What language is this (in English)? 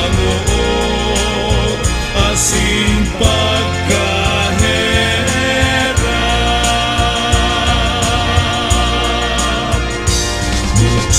Bikol